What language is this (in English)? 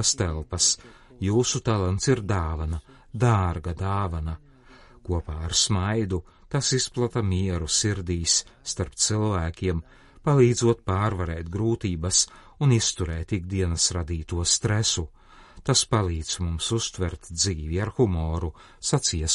Latvian